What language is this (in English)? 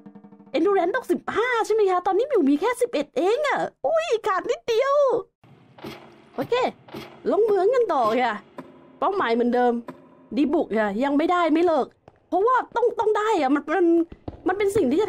Thai